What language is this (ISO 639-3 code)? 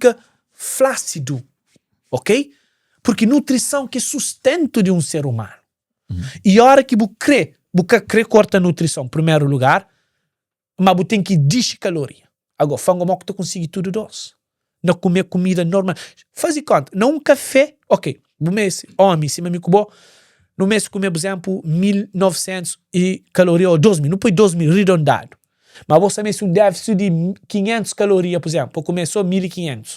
kea